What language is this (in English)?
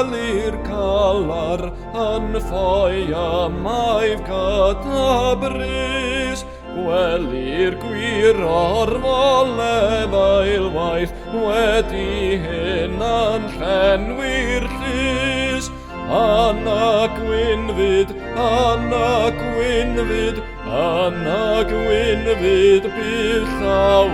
Welsh